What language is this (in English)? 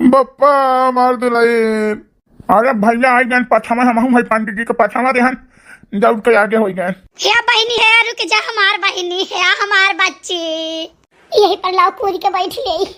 Awadhi